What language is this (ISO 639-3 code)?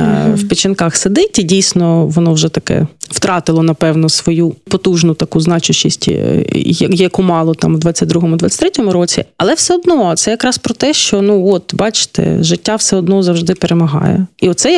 ukr